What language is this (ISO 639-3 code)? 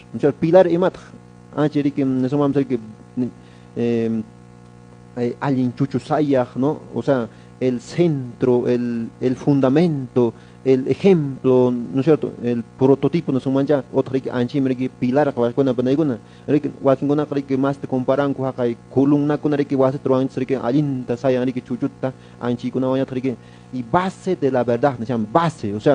que